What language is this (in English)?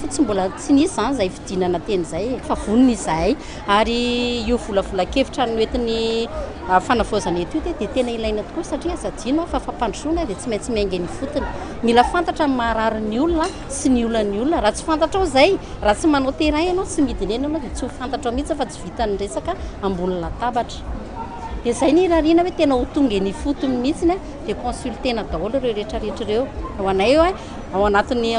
Malagasy